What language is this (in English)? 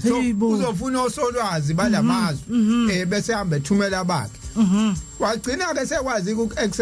Zulu